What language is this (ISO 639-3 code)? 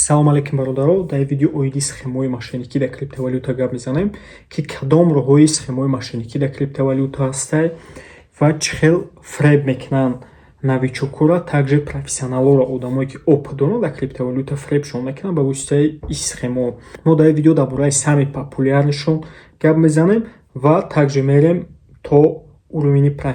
tgk